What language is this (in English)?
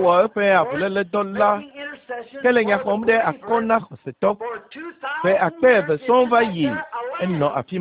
Ewe